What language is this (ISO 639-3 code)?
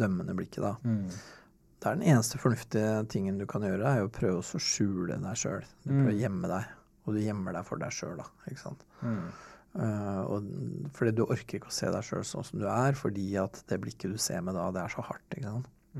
nor